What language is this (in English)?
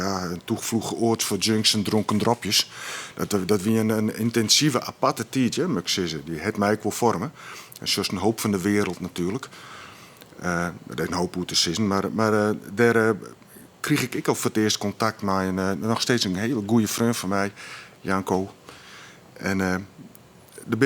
Western Frisian